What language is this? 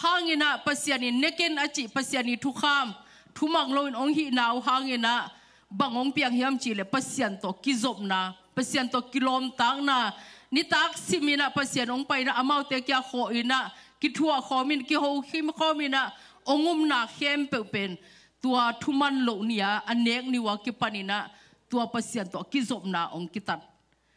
Tedim Chin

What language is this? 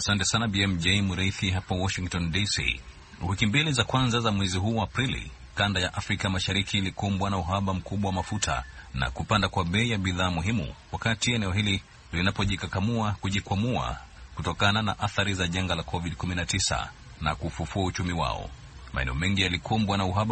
Swahili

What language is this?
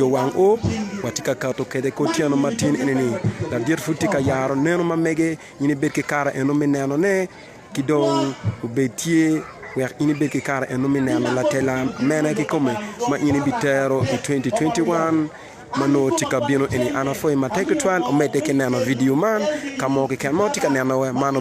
Acoli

